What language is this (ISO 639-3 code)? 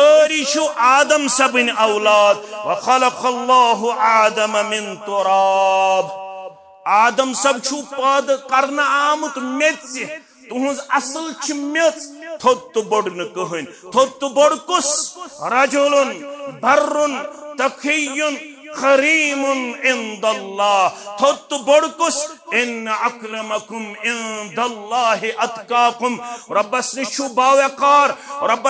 kas